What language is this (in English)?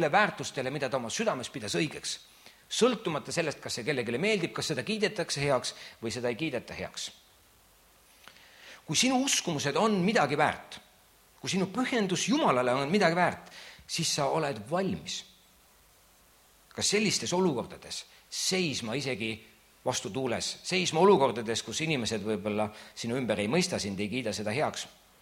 Estonian